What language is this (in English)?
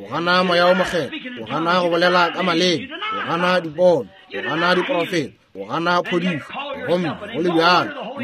Northern Sotho